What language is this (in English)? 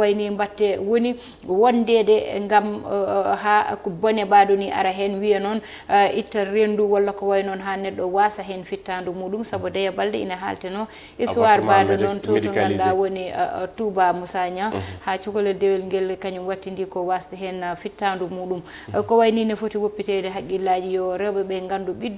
Fula